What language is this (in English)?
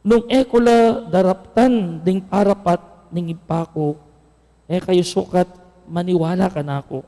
Pampanga